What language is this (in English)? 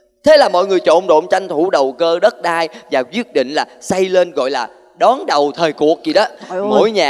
Vietnamese